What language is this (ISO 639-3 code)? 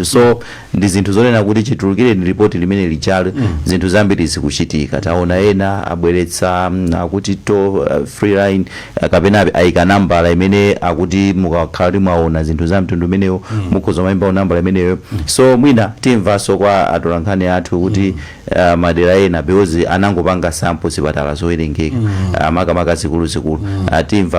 nya